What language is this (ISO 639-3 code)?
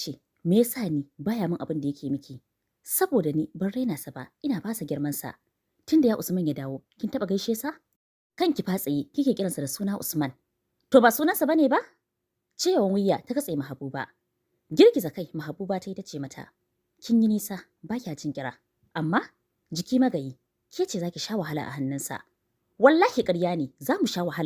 hau